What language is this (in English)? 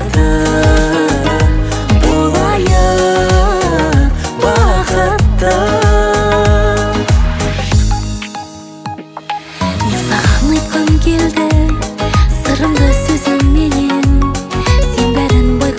Kazakh